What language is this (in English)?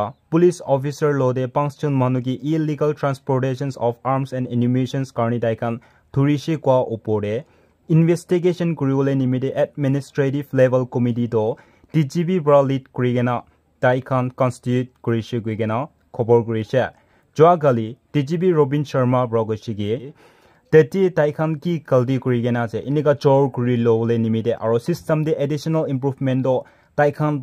Naga Pidgin